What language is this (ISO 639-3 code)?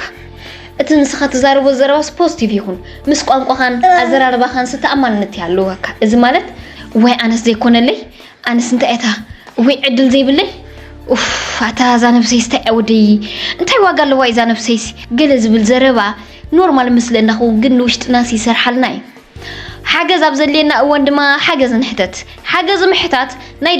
tir